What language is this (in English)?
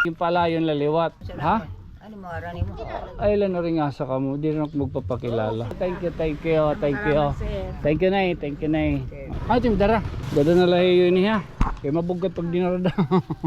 Waray